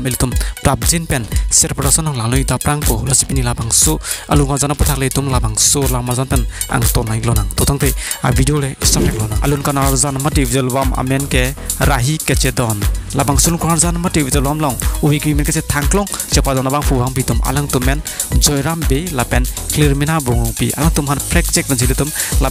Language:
Karbi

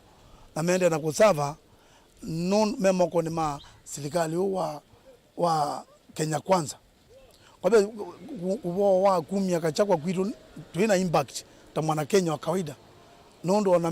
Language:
Kamba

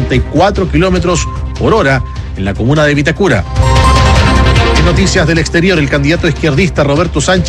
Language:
Spanish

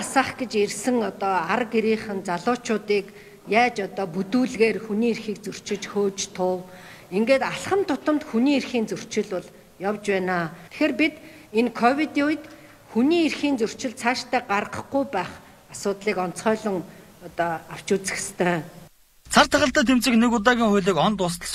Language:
Mongolian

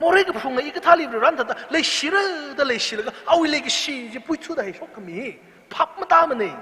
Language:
Tangkhul Naga (India)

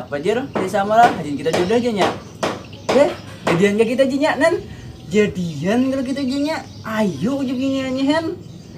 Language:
Banjar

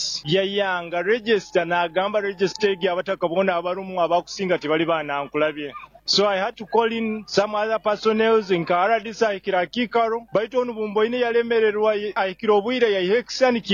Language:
Nyoro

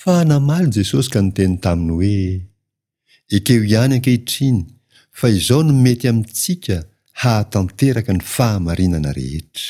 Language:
Malagasy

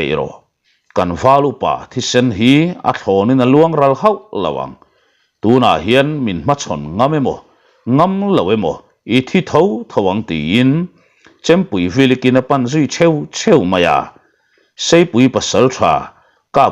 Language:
Mizo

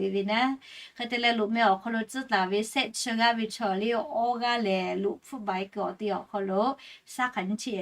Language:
Lahu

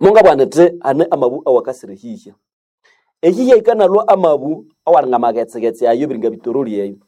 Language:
Nande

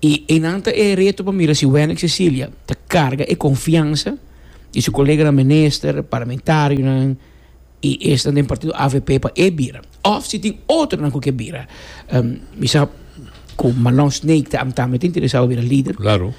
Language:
Papiamento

